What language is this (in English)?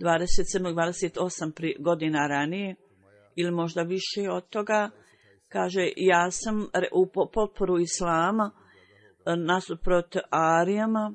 Bosnian